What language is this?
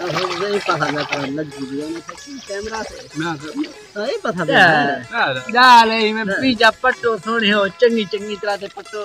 Saraiki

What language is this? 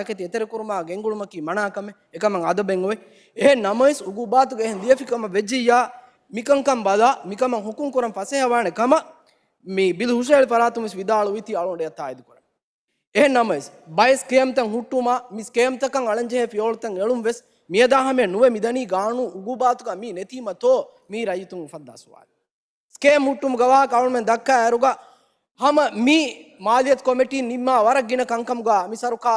Divehi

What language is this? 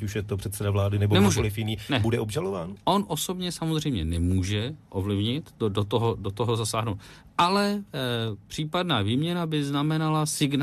Czech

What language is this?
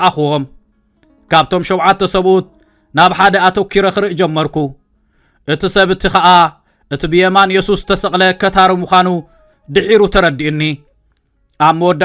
Tigrinya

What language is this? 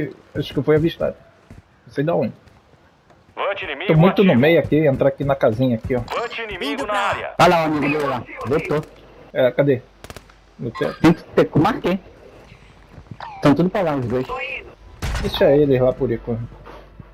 Portuguese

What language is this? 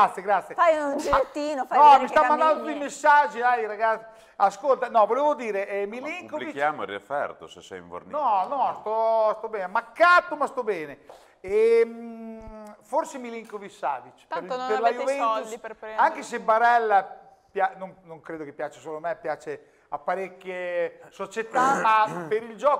Italian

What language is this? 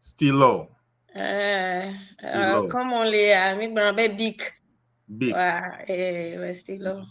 Ewe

